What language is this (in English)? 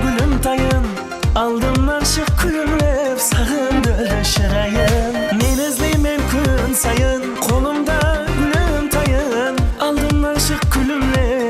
Kara-Kalpak